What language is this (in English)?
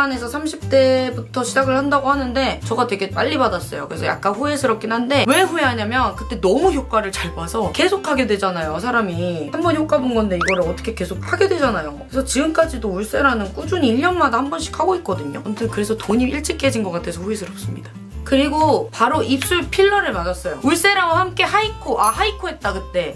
Korean